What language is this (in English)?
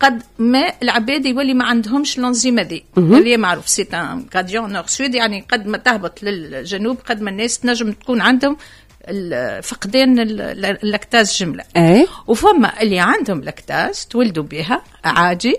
Tunisian Arabic